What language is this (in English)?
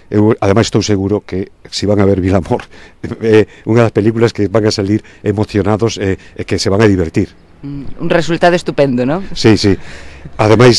Galician